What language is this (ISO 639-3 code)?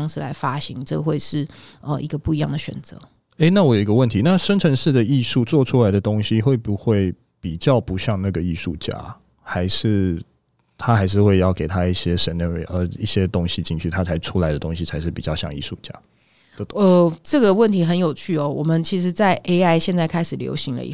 zho